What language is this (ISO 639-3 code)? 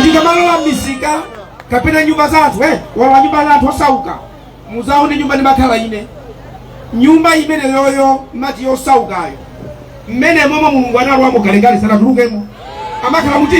nya